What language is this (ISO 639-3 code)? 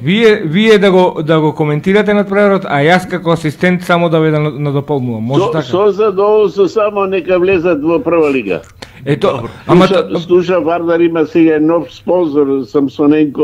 mkd